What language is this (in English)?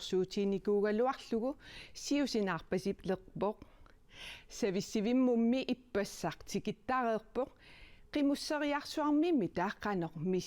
Kalaallisut